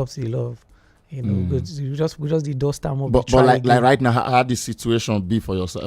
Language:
Nigerian Pidgin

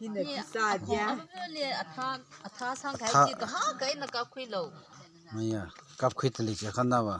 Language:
Tangkhul Naga (India)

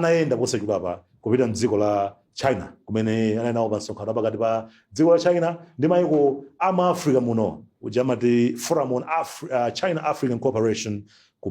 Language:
Nyanja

